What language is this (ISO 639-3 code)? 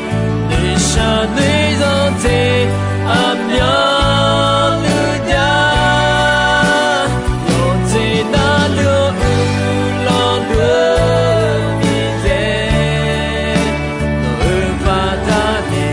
ahk